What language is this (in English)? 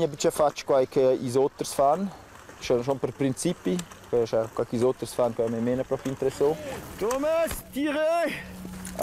Romansh